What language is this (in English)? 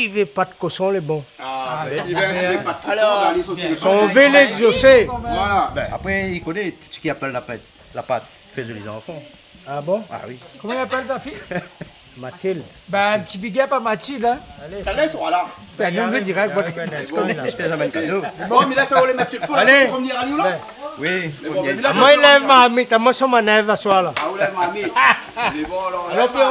Réunion Creole French